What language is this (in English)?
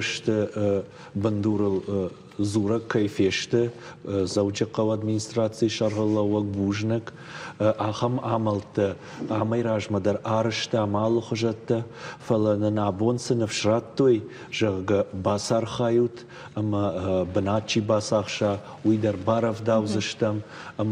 Ossetic